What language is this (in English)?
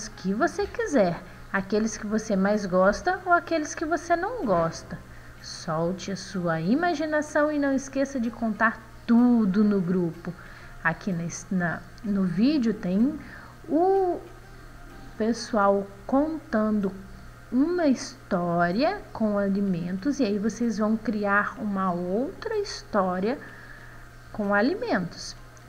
Portuguese